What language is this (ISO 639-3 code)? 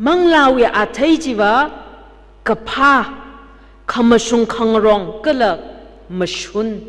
nmf